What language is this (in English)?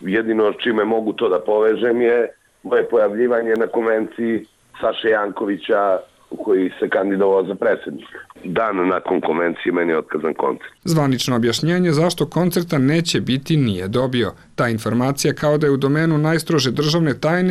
Serbian